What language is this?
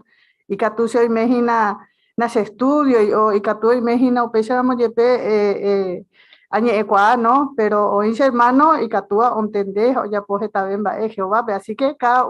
Guarani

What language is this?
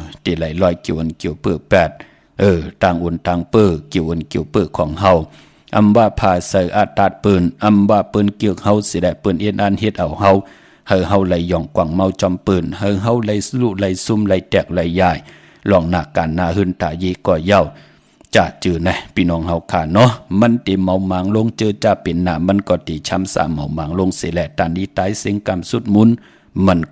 Shan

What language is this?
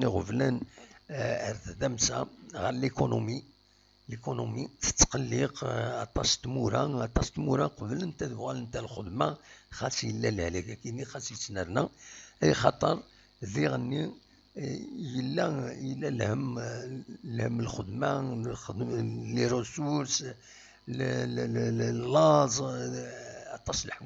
Kabyle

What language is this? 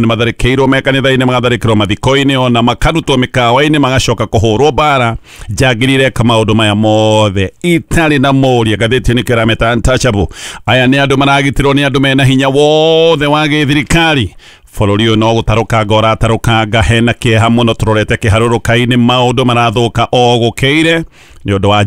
Kikuyu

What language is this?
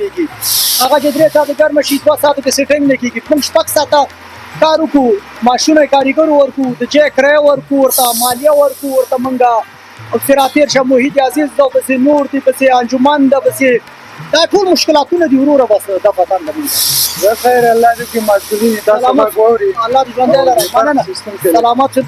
Pashto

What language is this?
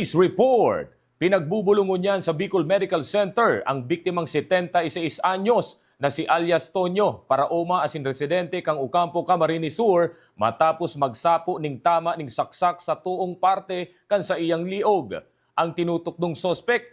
Bikol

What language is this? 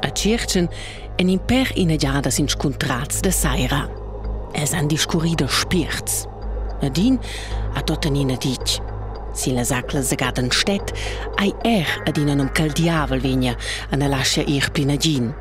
Romansh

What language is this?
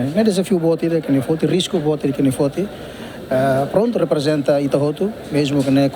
Tetum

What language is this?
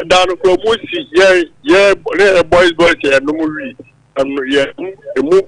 Akan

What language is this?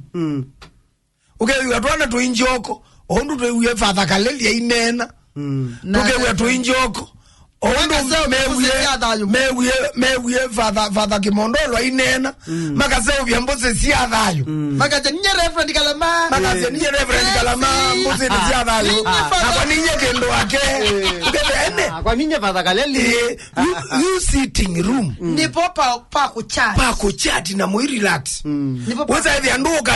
Kamba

